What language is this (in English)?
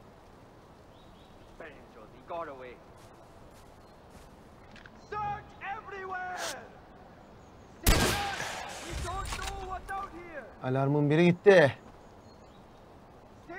Turkish